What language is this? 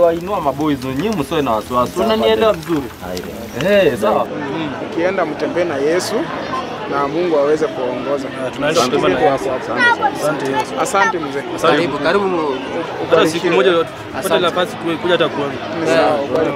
Swahili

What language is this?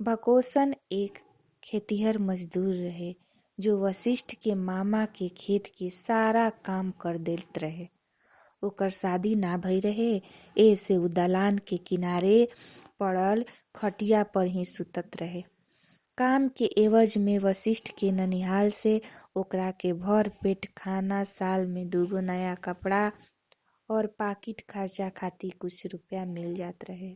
Bhojpuri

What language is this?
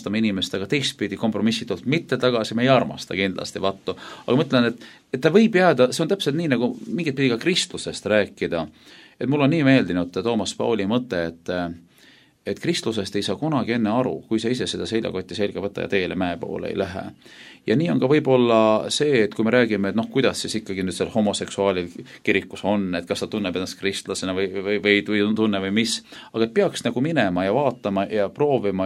Estonian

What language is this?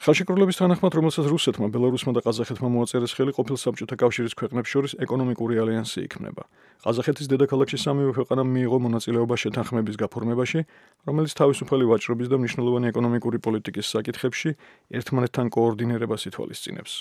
Georgian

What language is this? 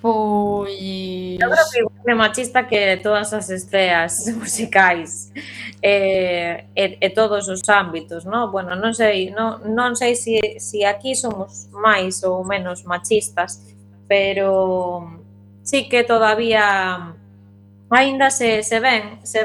Galician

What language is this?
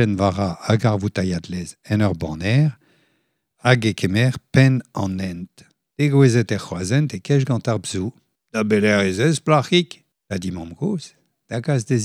Breton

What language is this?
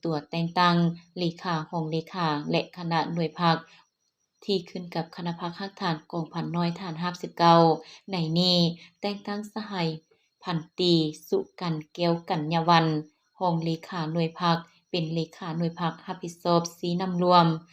Lao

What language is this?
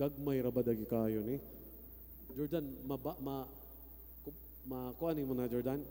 Cebuano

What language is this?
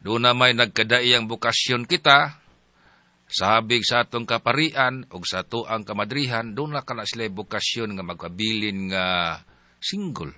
Cebuano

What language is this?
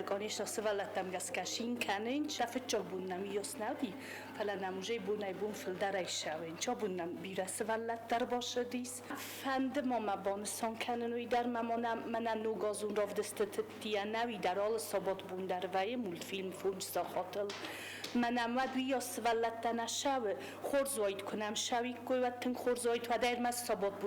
Ossetic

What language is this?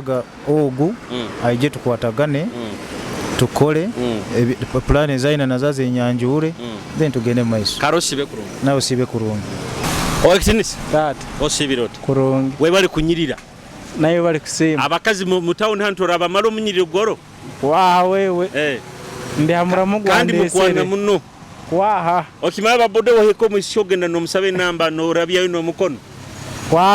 Nyoro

